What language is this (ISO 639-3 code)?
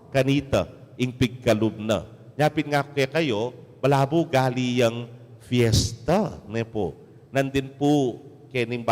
pam